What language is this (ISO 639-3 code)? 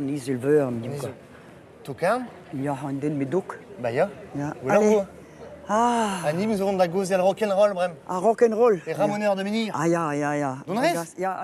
bre